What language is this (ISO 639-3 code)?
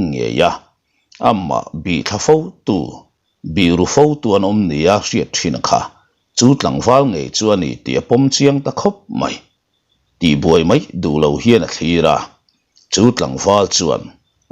lus